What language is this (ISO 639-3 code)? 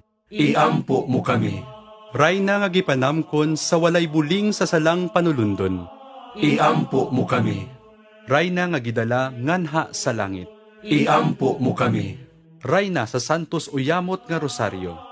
ceb